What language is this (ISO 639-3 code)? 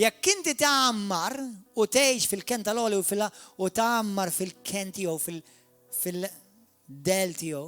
mlt